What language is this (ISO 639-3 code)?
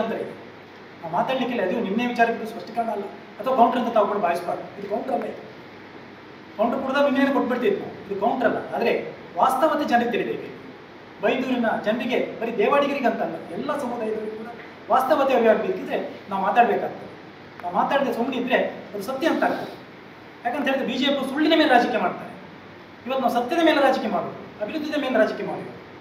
kan